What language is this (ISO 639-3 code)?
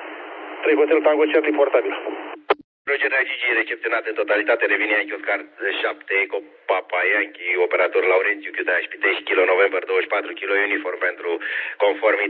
ron